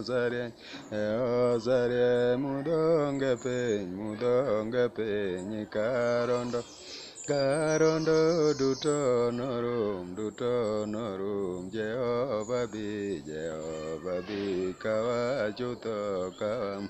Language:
Luo (Kenya and Tanzania)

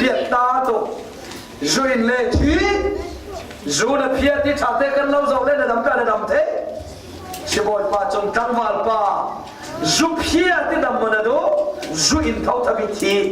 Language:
Falam Chin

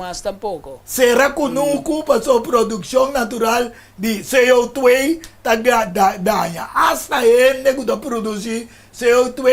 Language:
Papiamento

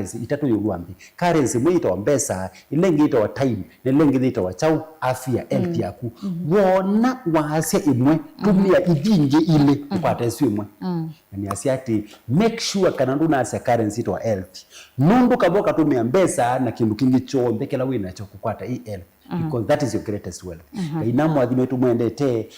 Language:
Kamba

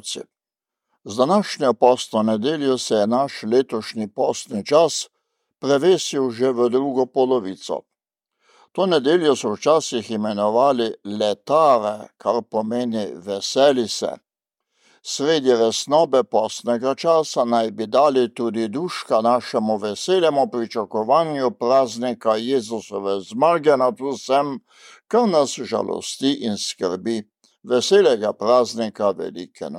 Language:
Slovenian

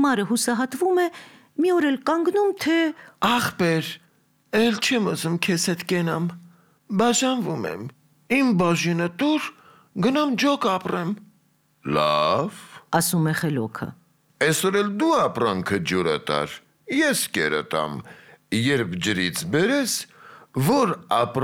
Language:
Armenian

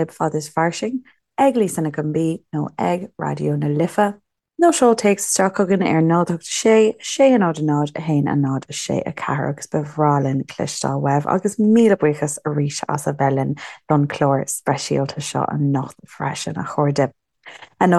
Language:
Irish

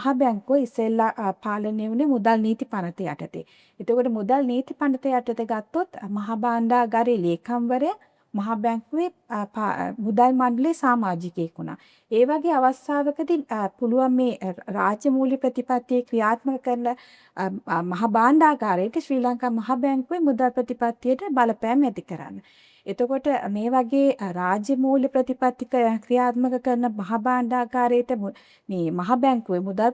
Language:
Sinhala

